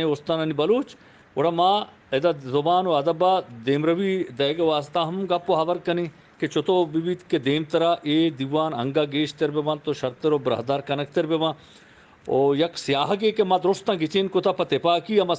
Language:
Eastern Balochi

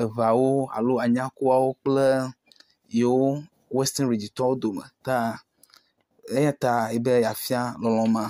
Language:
Ewe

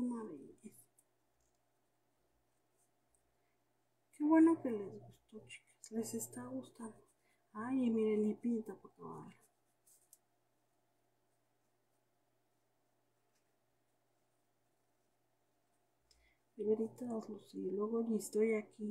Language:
Spanish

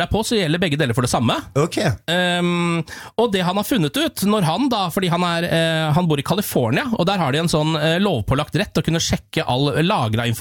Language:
Norwegian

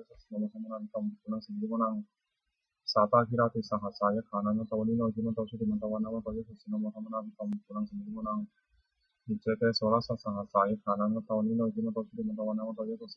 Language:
Pali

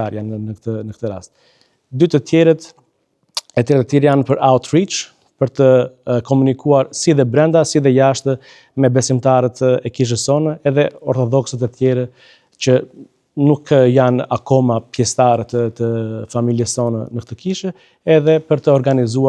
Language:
Albanian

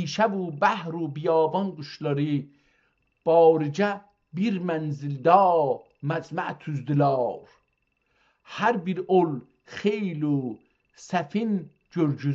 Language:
South Azerbaijani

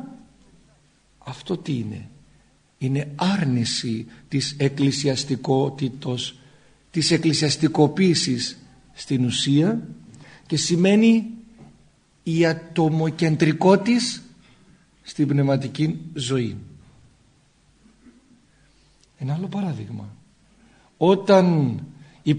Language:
Greek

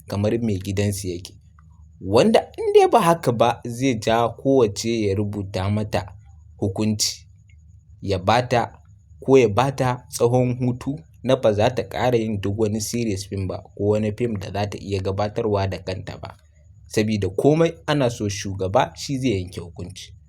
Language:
Hausa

